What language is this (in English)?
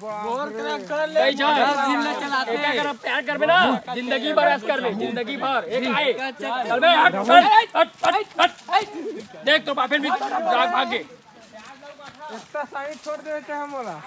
Chhattisgarhi